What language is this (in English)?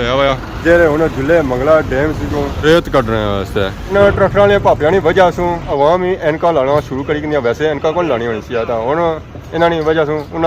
Pahari-Potwari